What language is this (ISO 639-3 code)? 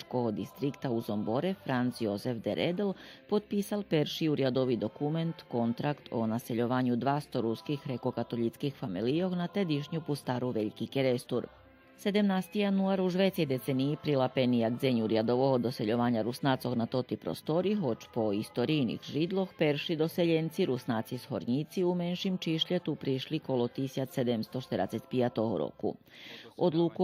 rue